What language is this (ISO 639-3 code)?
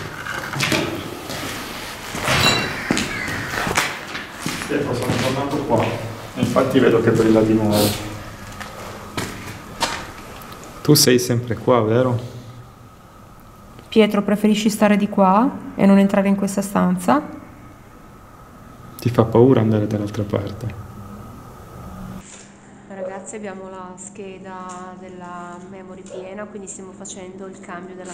ita